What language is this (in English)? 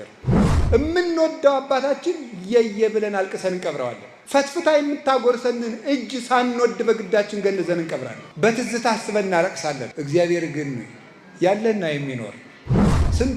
Amharic